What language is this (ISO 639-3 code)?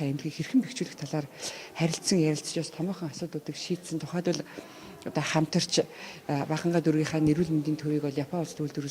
mon